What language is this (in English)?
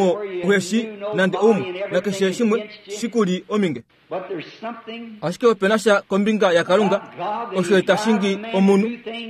Kuanyama